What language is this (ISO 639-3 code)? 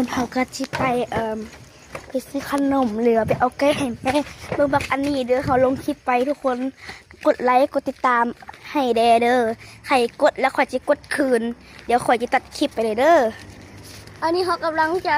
lao